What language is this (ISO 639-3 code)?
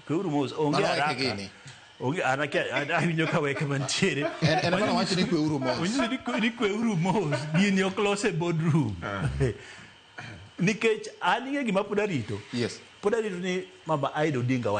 luo